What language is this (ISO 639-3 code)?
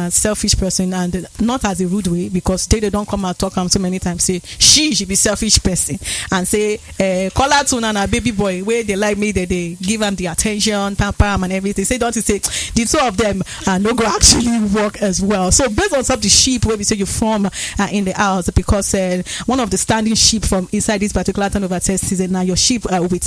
pcm